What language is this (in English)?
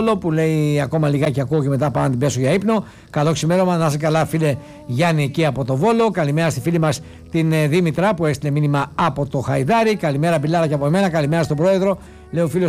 Greek